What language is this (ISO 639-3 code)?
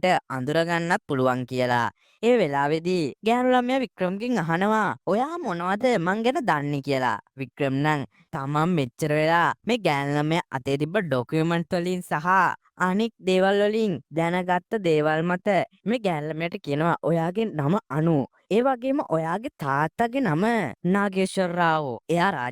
sin